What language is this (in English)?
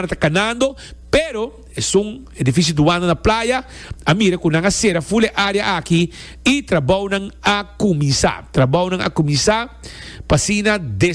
Papiamento